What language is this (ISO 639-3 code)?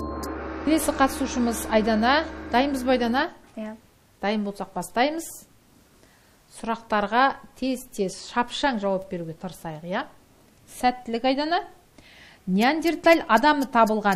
kaz